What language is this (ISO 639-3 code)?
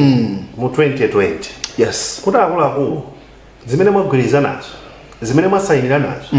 nya